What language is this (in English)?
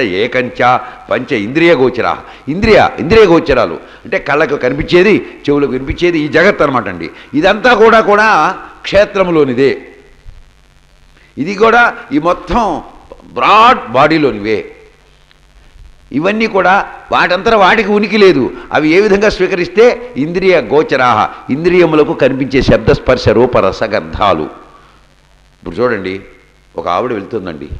Telugu